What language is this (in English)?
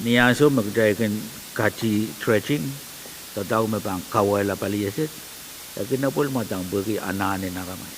Pohnpeian